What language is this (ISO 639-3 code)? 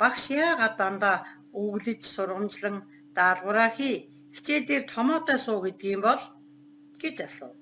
mon